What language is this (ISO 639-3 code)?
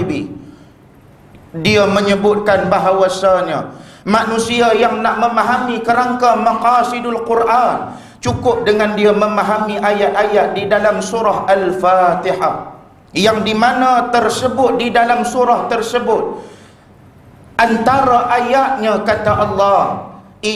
msa